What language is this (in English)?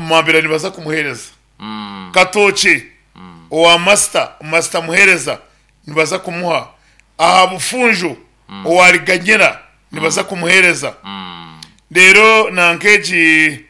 Nyankole